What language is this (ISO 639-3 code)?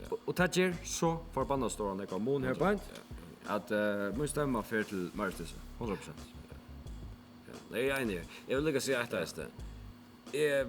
fao